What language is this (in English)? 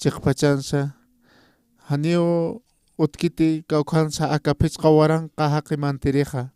Aymara